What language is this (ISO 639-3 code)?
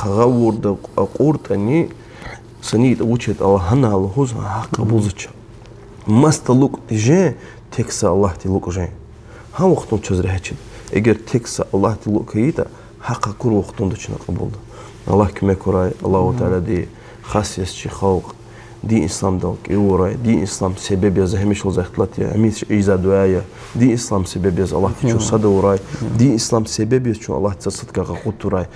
lez